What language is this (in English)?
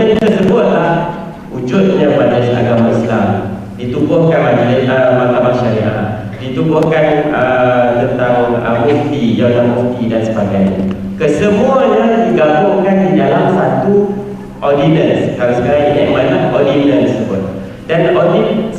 Malay